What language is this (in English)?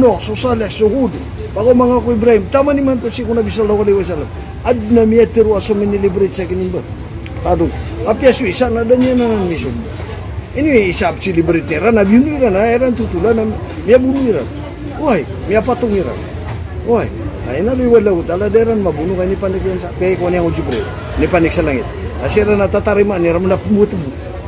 Maranao